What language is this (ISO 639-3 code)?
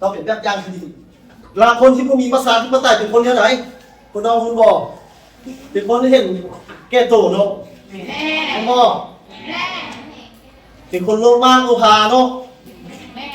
lao